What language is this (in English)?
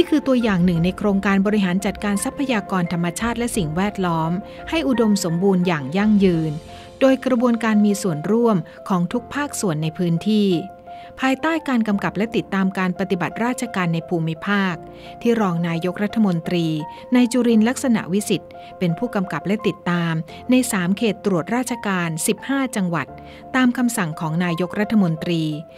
Thai